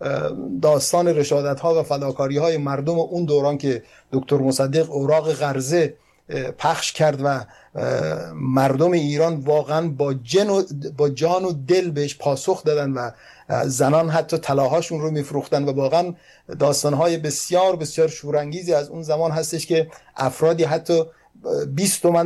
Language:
Persian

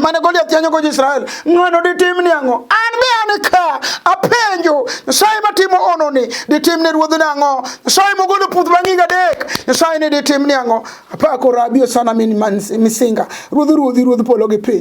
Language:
Luo (Kenya and Tanzania)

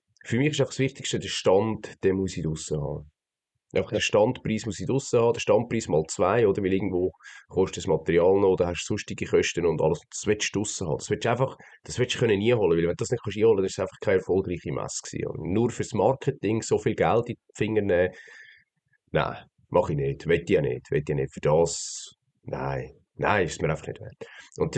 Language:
Swiss German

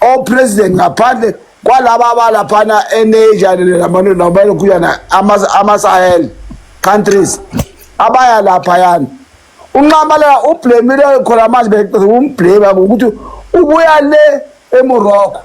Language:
Zulu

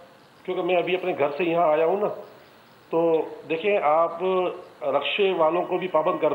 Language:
Urdu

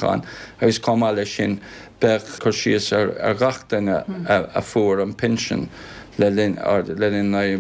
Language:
Irish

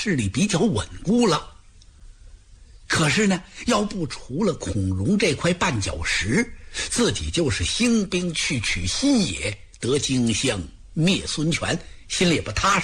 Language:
Chinese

